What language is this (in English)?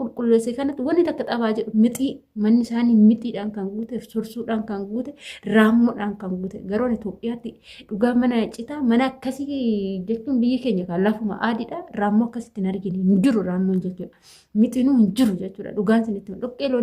Oromo